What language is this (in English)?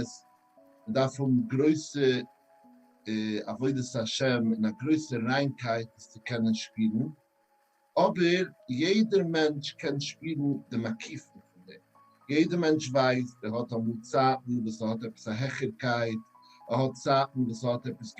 Yiddish